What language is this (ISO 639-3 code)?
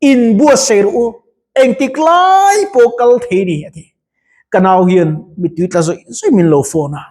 lus